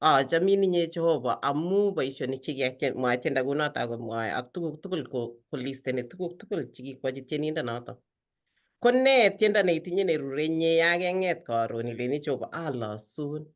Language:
Kalenjin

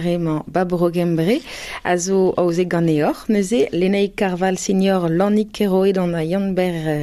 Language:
Breton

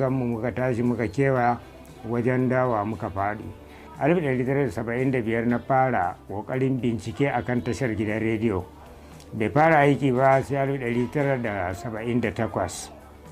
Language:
Hausa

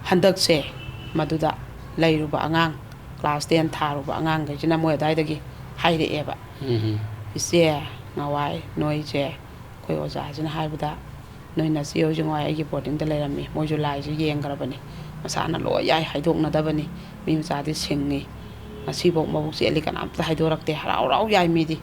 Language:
Manipuri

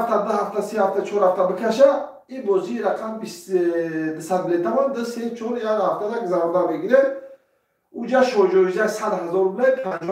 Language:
Tajik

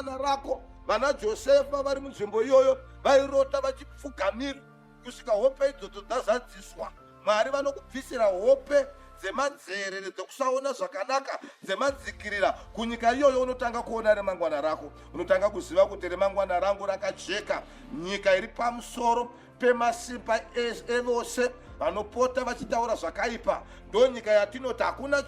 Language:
Shona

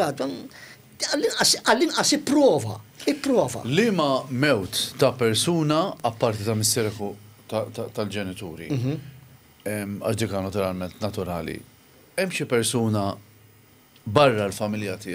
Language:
Maltese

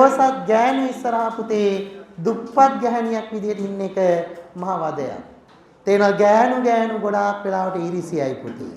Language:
Sinhala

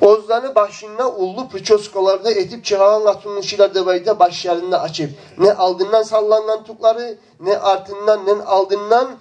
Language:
Kumyk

